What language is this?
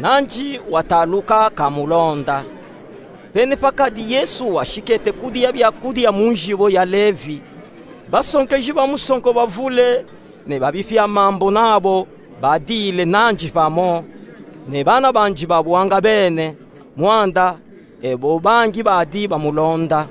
Luba-Katanga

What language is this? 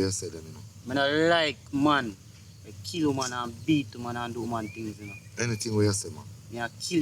Jamaican Creole English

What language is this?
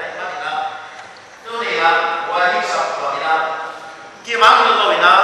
Paite Chin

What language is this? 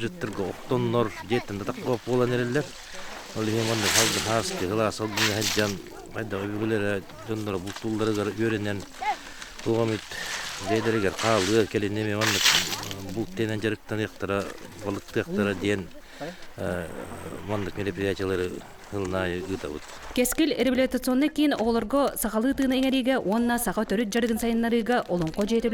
Yakut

